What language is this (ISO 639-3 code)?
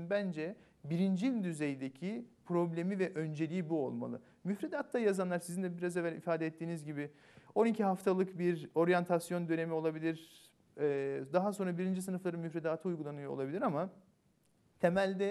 tur